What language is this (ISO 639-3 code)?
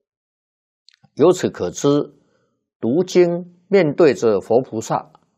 zho